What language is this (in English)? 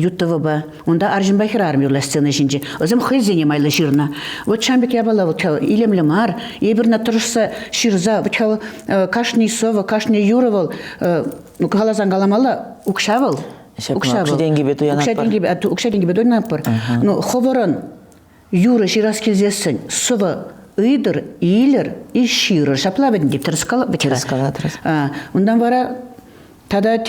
Chuvash